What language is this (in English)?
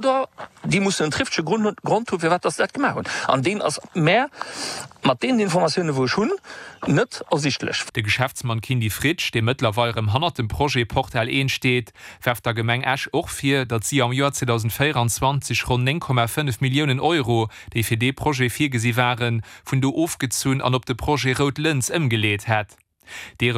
Luxembourgish